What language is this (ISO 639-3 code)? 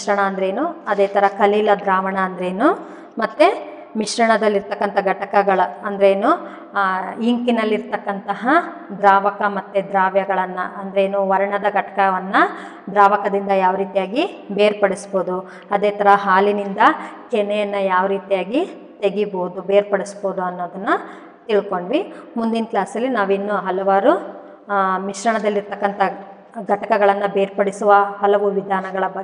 kan